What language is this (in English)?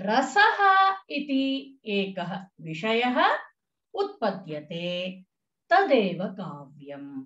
Sanskrit